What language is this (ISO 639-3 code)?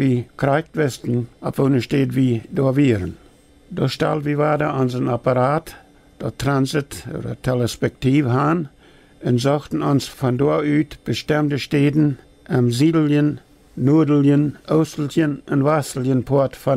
pdt